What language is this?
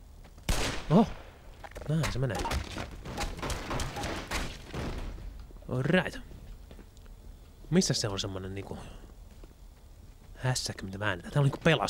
Finnish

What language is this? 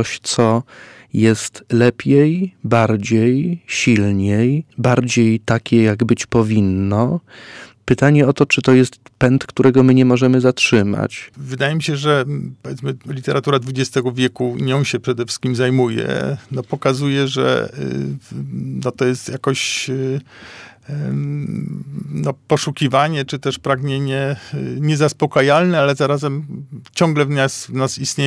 Polish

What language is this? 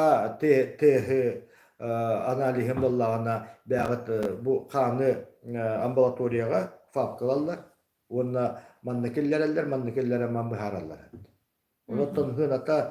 Yakut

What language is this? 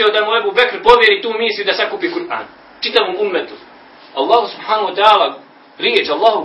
Bosnian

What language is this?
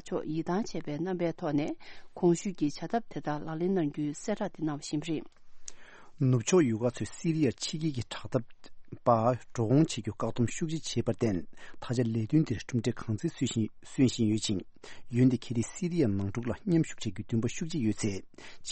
Tibetan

